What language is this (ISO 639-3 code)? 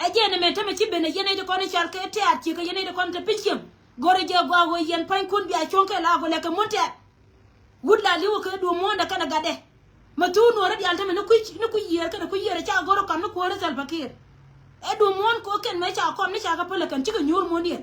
nus